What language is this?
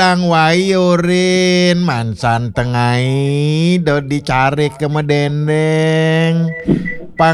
Balinese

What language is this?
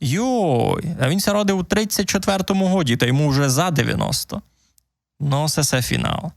Rusyn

